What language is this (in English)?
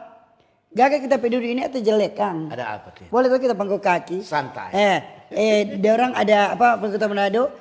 Manado Malay